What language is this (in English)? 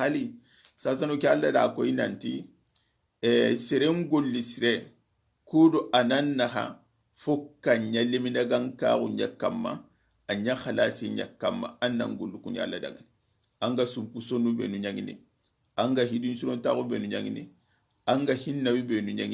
Soninke